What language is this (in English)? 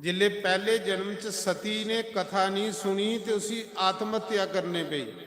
Dogri